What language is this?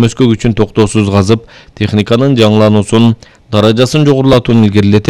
Kyrgyz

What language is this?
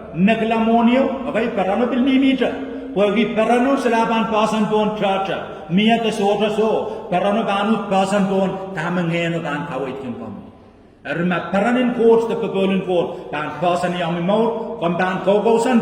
Pohnpeian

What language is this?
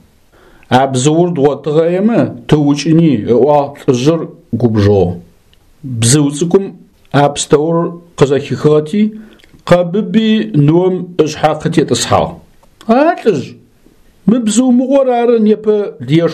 Adyghe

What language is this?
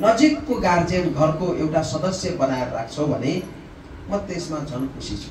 Nepali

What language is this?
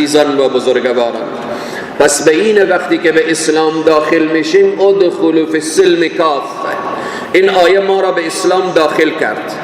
Persian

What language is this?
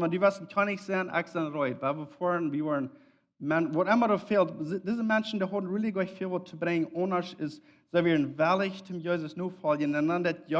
Plautdietsch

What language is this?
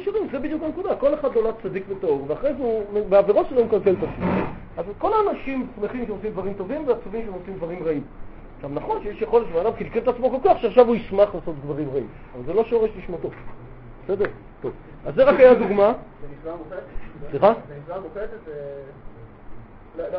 Hebrew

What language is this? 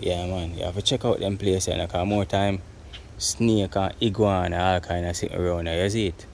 Jamaican Creole English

